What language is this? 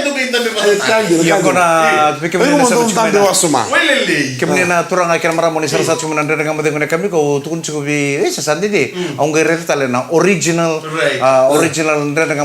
Fijian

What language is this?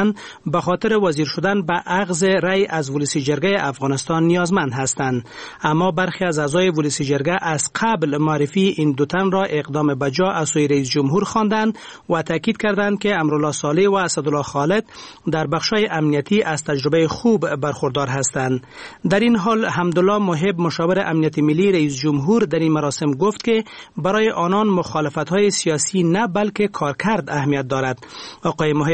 Persian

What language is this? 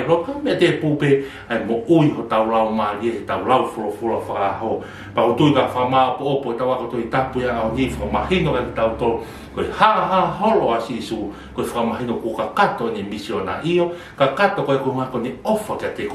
Tongan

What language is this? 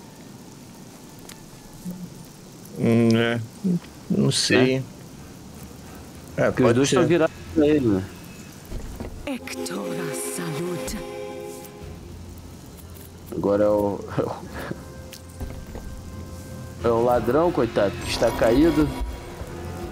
Portuguese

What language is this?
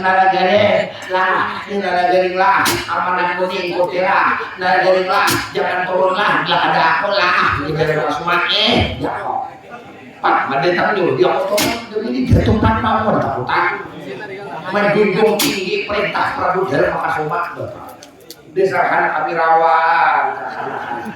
Banjar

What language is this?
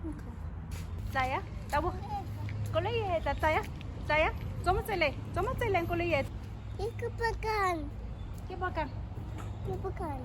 Tswana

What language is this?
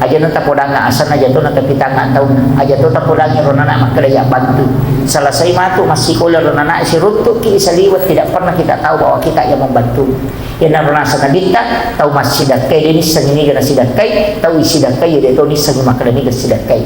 Buginese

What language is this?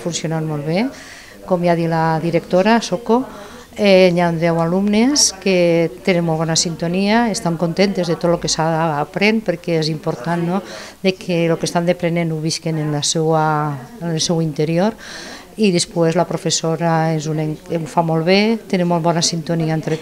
Catalan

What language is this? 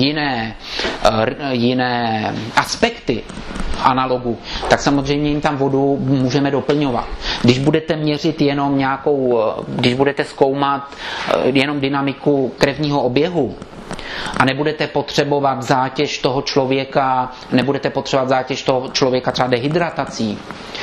Czech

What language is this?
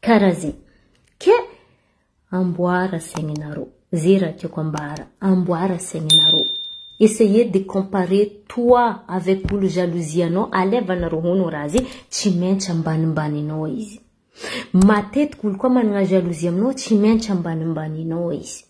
Malagasy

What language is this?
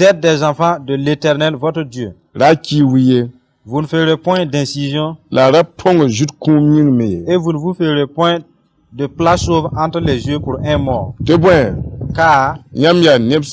Mossi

